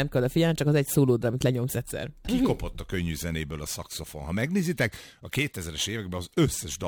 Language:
Hungarian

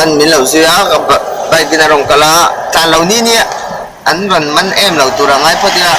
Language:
Mizo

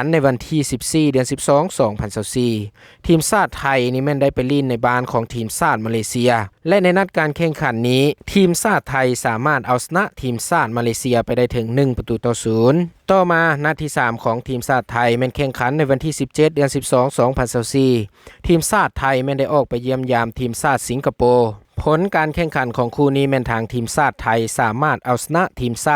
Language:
Lao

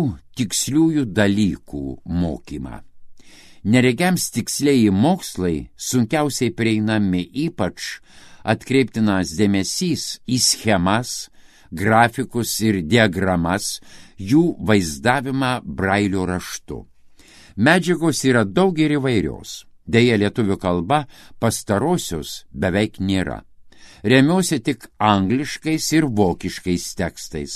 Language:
Lithuanian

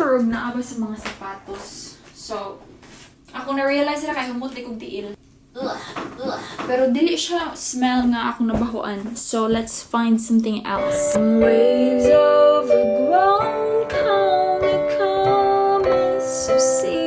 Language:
Cebuano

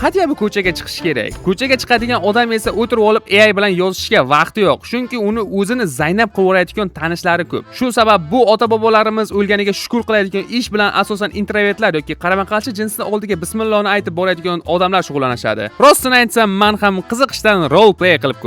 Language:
Uzbek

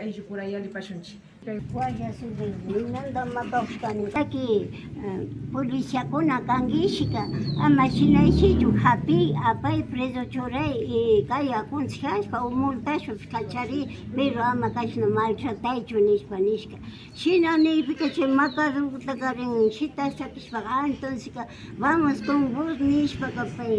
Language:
Imbabura Highland Quichua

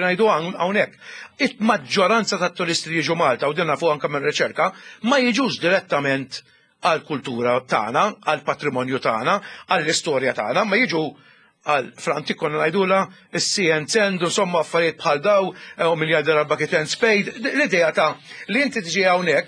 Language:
Maltese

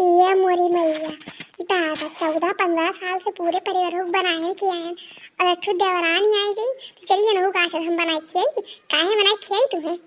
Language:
Awadhi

